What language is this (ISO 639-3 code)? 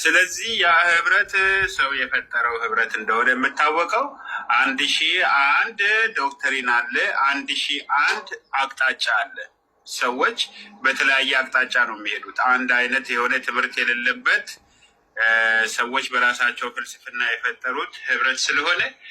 amh